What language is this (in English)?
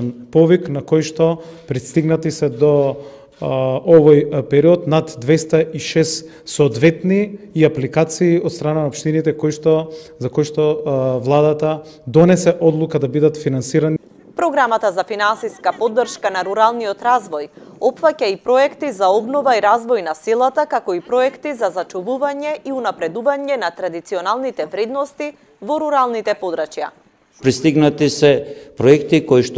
Macedonian